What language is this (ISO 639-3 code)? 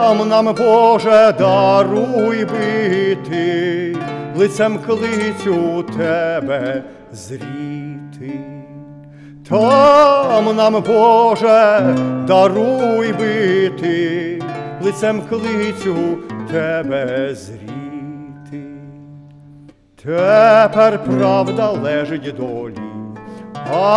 ukr